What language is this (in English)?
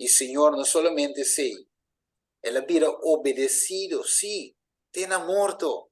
Papiamento